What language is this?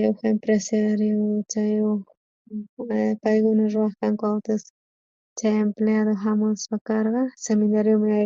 South Bolivian Quechua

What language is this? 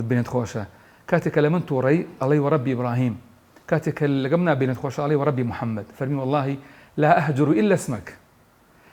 Central Kurdish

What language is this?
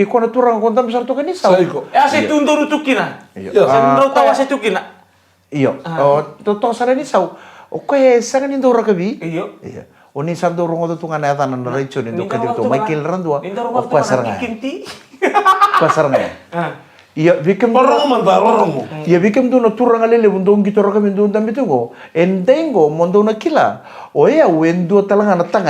Fijian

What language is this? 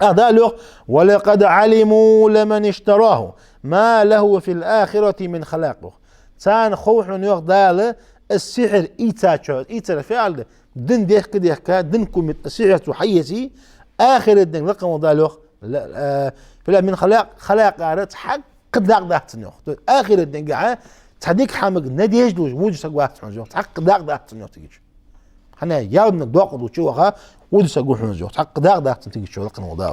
Ingush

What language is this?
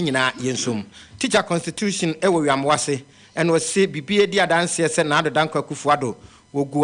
Akan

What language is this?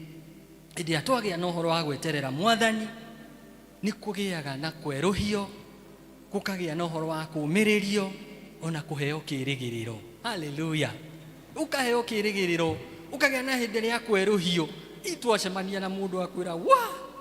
Kikuyu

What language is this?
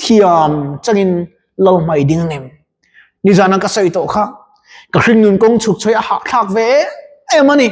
Mizo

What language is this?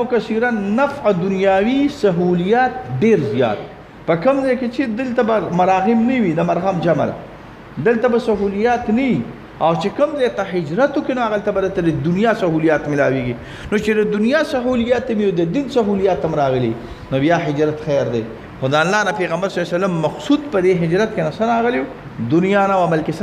Pashto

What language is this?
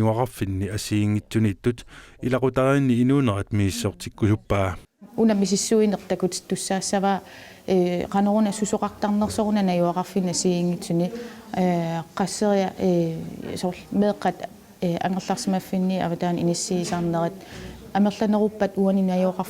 Kalaallisut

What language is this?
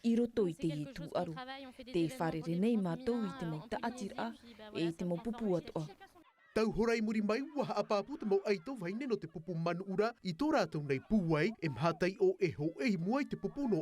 Tahitian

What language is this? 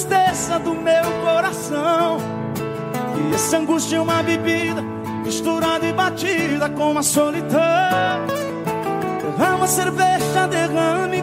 Portuguese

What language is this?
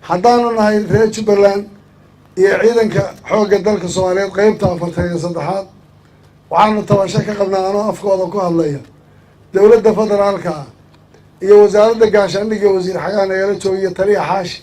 Somali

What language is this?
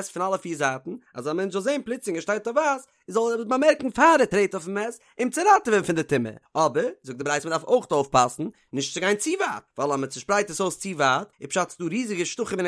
Yiddish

